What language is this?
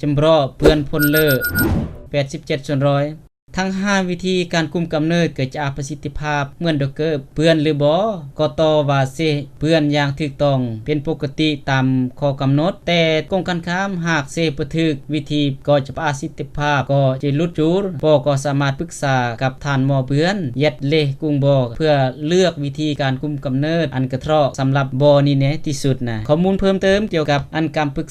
Lao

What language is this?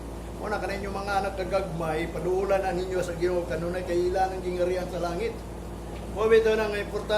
Cebuano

